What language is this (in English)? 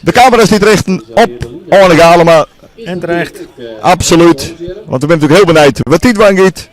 Western Frisian